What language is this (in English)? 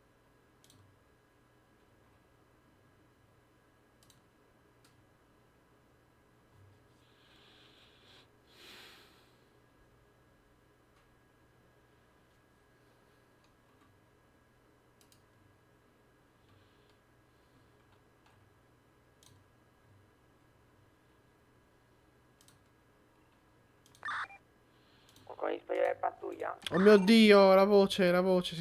Italian